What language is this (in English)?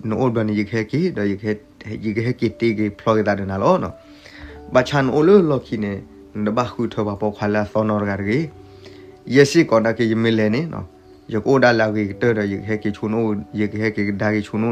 S'gaw Karen